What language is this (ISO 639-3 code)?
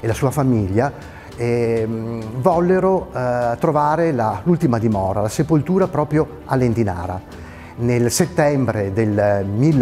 ita